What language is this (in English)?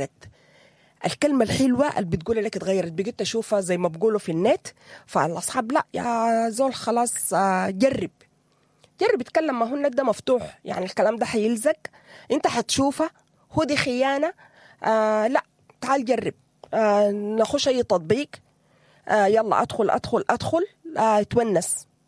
Sudanese Arabic